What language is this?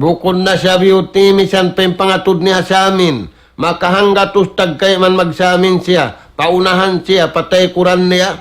Tausug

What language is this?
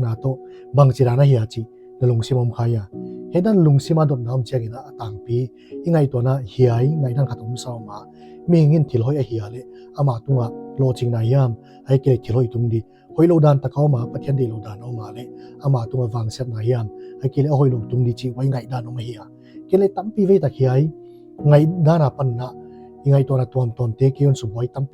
Paite Chin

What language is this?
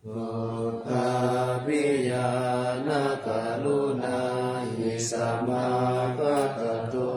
Pali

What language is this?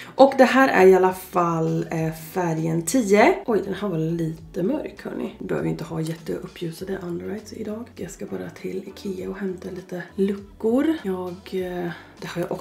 Swedish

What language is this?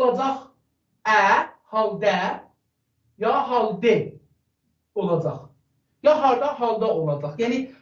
South Azerbaijani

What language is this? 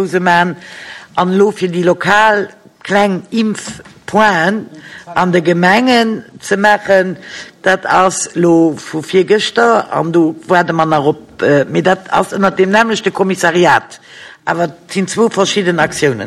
Luxembourgish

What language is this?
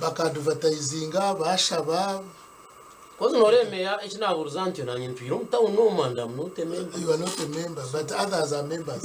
Nyankole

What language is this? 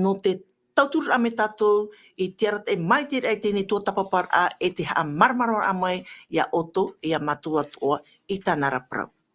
Tahitian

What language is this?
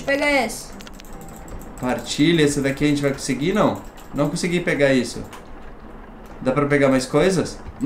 Portuguese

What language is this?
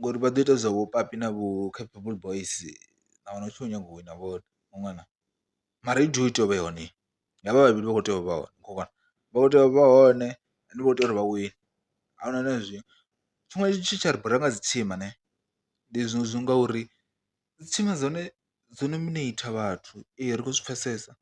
Venda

